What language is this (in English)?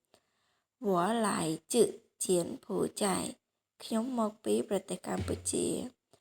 Khmer